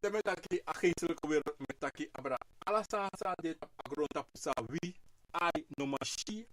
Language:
Sranan Tongo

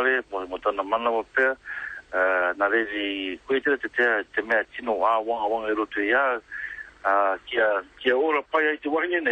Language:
Māori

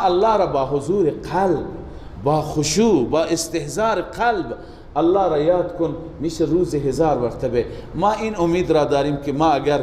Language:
Persian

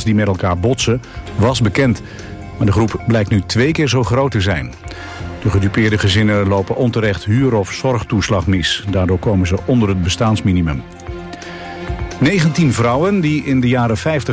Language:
Dutch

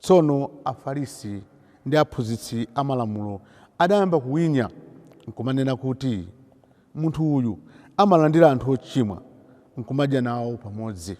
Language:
Nyanja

